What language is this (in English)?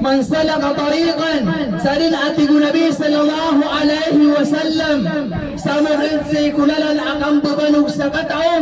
Maranao